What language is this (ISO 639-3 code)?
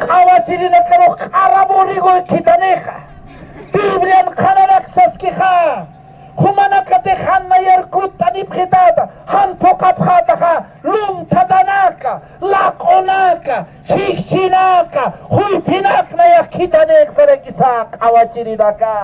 aym